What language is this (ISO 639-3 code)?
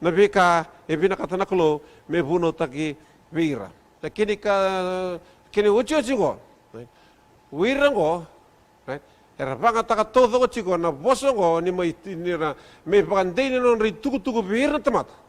fij